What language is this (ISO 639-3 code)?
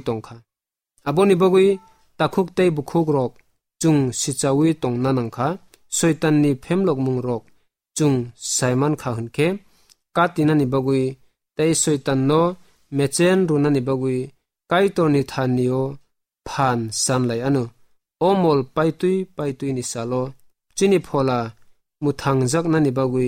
trp